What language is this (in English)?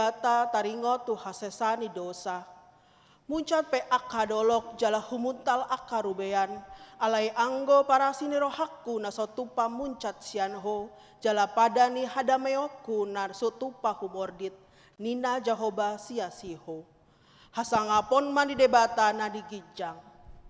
Batak Toba